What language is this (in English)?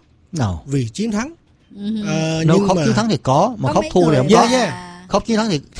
Vietnamese